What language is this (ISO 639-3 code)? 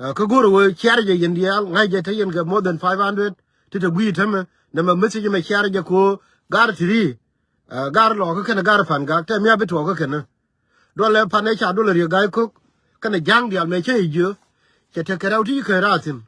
nus